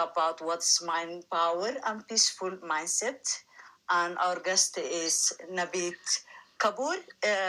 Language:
English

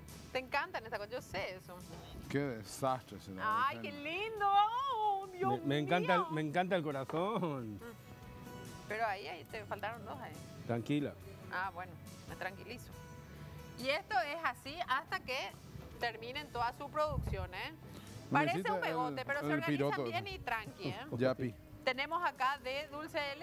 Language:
Spanish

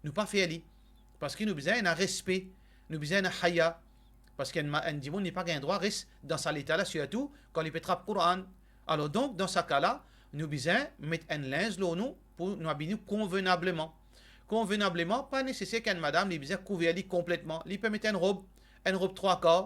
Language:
Morisyen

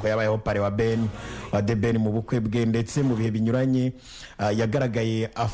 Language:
Kinyarwanda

